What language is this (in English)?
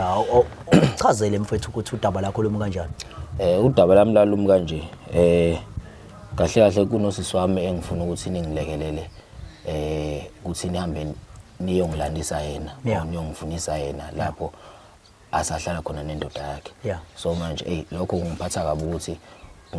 Zulu